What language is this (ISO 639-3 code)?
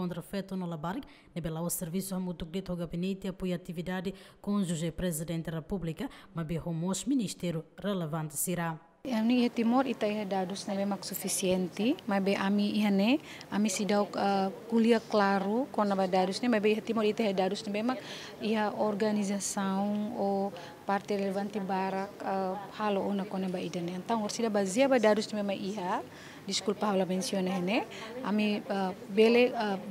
tet